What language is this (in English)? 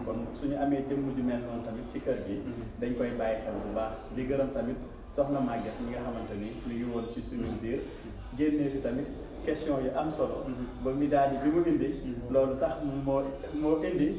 Wolof